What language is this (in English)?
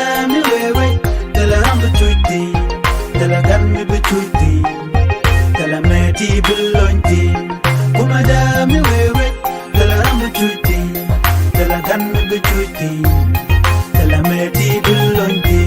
Nuer